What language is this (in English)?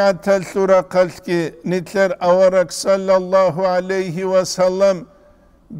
Avaric